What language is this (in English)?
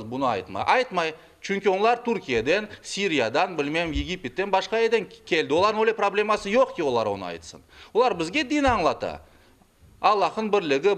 Crimean Tatar